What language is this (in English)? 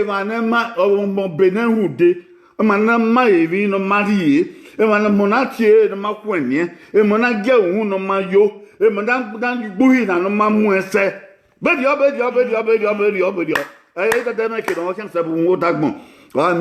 Bini